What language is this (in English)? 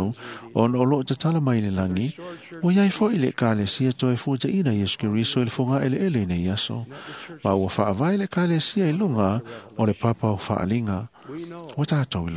Samoan